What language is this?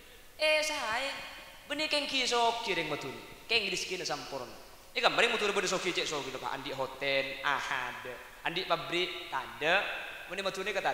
Madurese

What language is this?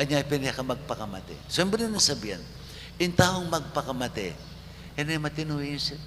Pampanga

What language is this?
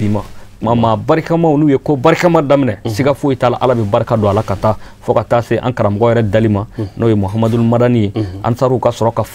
Bambara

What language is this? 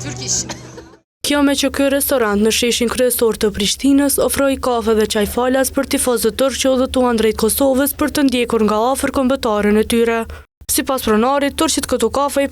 Albanian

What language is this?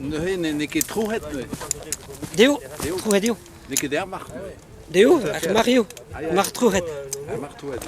Breton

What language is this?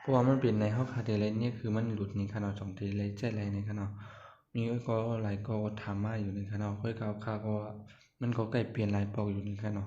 Shan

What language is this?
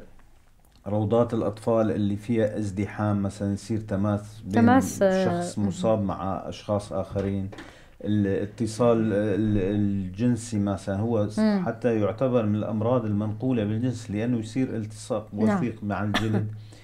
North Levantine Arabic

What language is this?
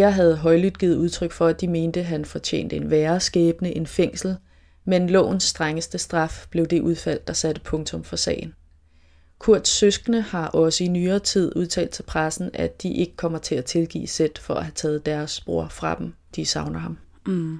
Danish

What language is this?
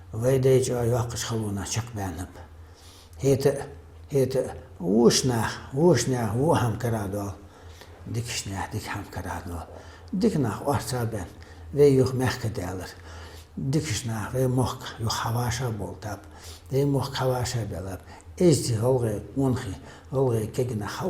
Ingush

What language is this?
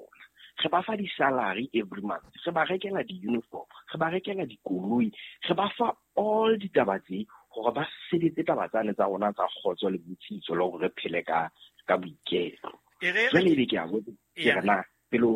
Southern Sotho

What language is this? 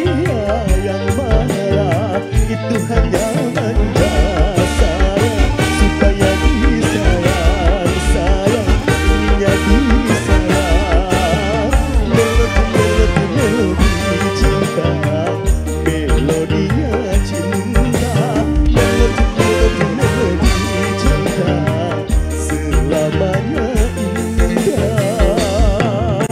Indonesian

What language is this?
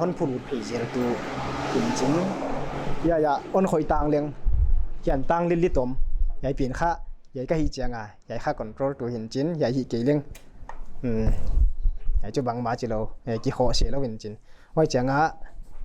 Paite Chin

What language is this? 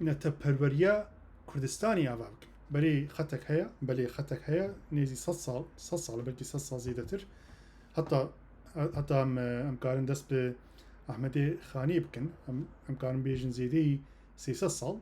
Kurdish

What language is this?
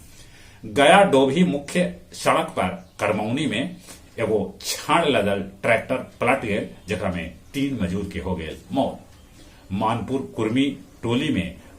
Magahi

